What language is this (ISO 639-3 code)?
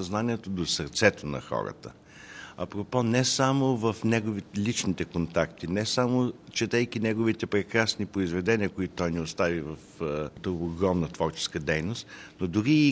bul